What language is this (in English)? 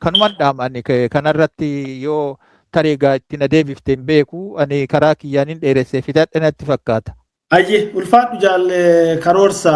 Oromo